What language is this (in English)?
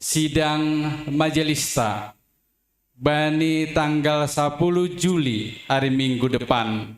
Batak Simalungun